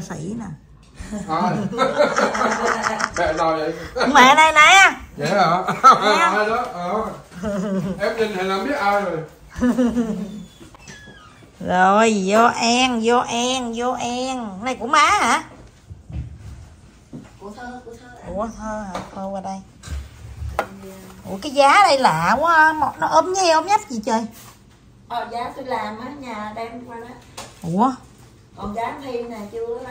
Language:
Vietnamese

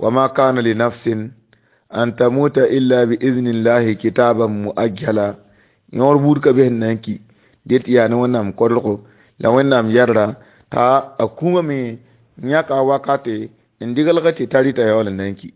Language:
Mossi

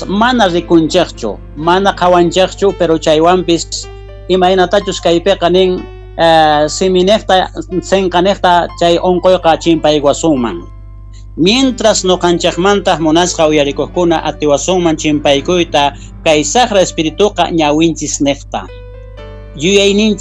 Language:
South Bolivian Quechua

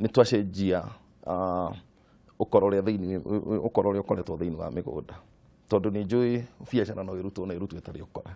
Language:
Kikuyu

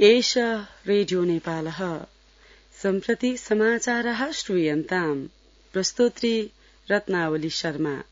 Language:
Sanskrit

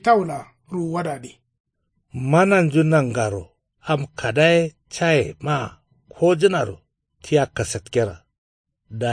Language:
Kanuri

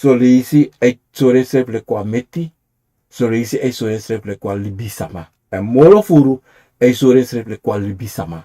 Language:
Sranan Tongo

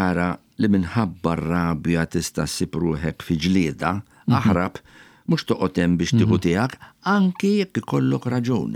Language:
Maltese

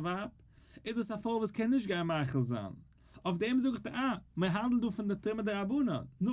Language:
Yiddish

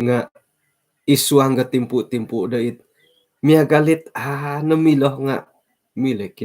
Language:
Central Dusun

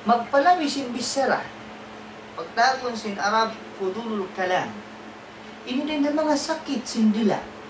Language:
Tausug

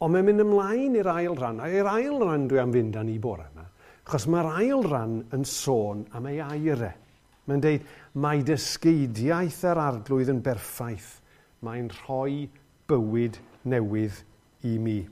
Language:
Welsh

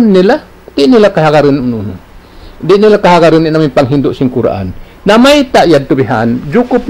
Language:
Tausug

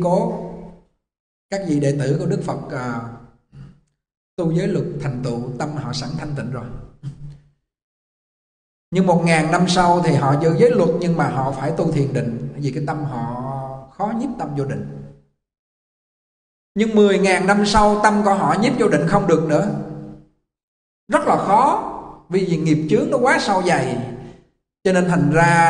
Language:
Vietnamese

